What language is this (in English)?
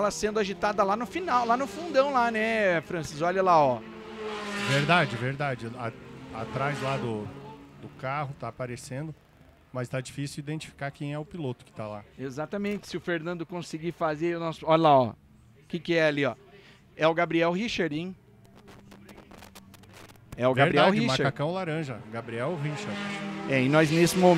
Portuguese